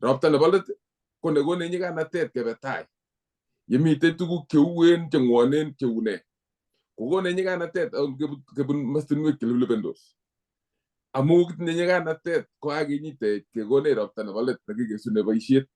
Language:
Kalenjin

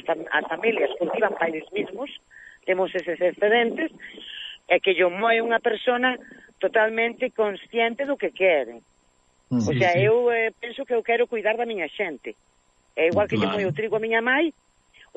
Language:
Galician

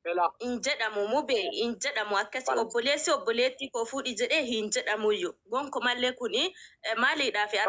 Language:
Oromo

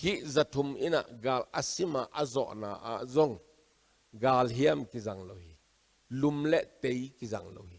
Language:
Tedim Chin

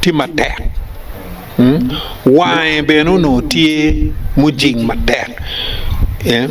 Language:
Acoli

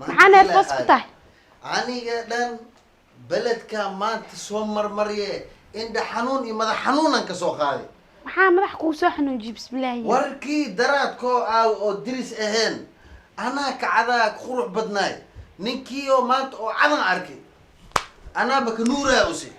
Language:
Somali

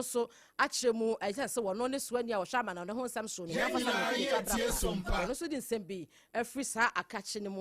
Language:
Akan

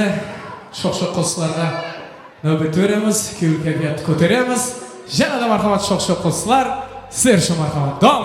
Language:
Kara-Kalpak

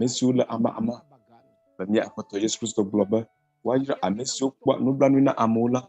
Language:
Ewe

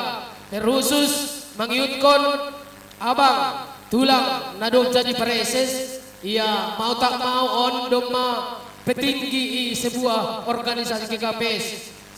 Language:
Batak Simalungun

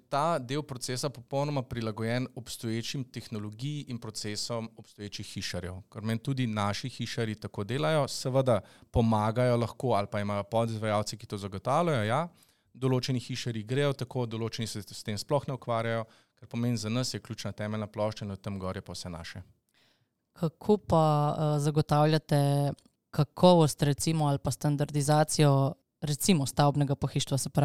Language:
Slovenian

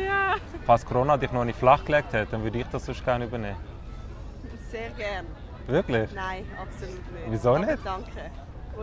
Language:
Swiss German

